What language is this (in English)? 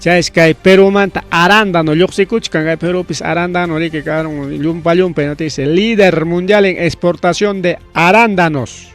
Ayacucho Quechua